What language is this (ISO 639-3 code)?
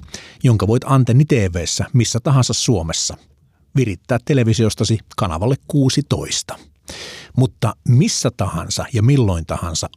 fin